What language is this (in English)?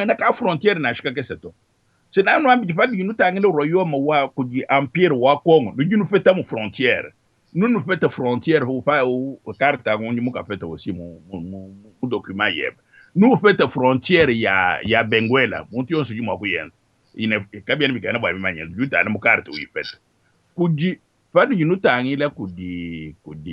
Luba-Lulua